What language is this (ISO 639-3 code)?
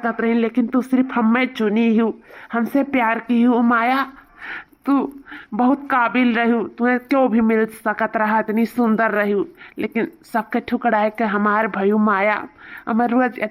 awa